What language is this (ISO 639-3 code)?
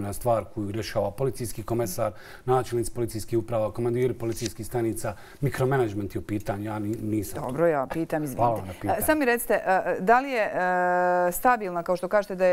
bos